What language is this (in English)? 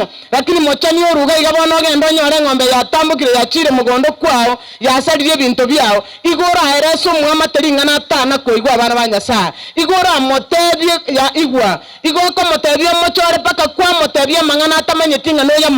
Gusii